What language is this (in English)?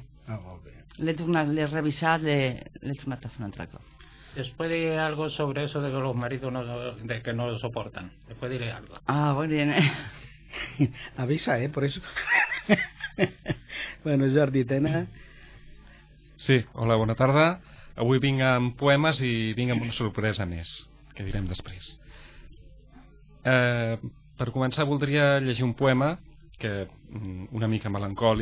Catalan